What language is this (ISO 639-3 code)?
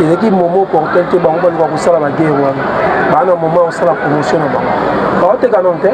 lin